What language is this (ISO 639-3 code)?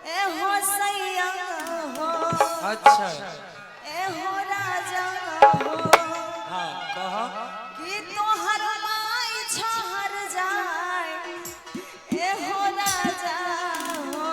mai